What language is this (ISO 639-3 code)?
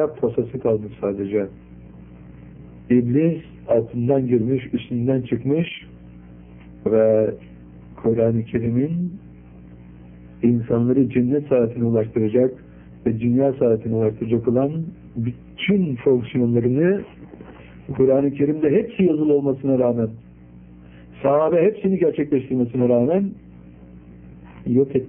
tur